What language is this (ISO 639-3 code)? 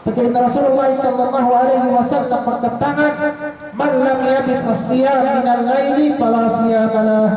yka